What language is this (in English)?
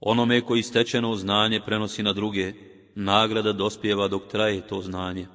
Bosnian